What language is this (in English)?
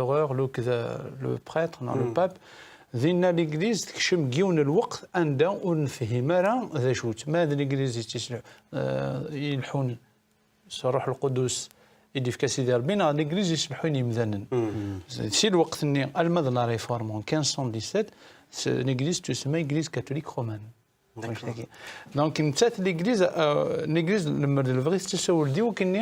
Kabyle